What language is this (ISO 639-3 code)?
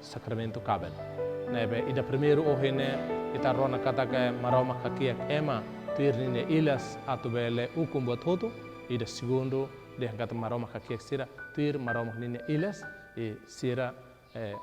tet